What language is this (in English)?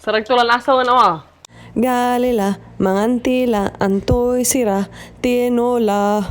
Pangasinan